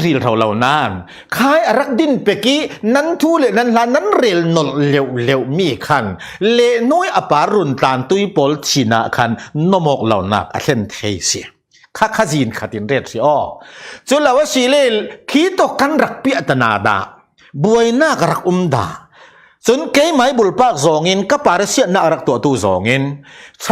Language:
Falam Chin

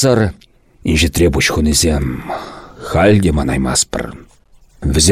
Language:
Chuvash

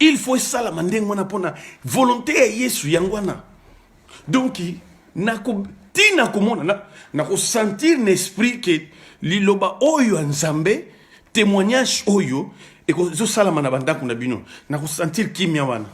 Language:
Lingala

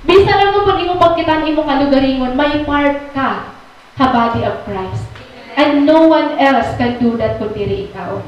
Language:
Waray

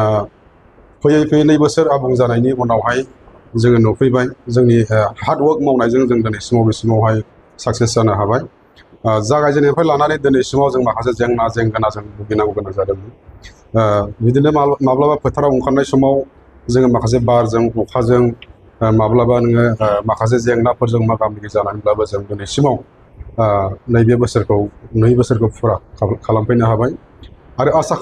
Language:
Bodo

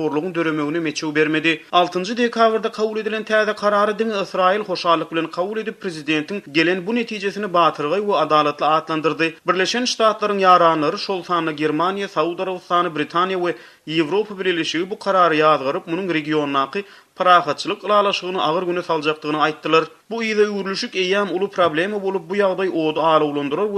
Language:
Turkmen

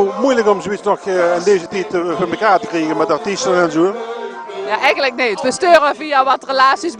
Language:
Limburgish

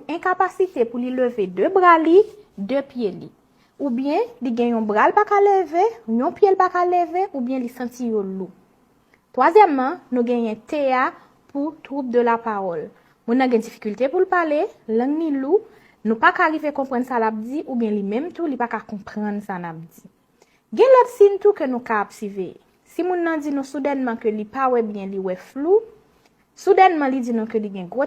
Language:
Haitian Creole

